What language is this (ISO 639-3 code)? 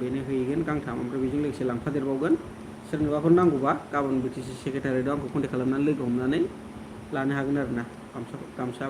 brx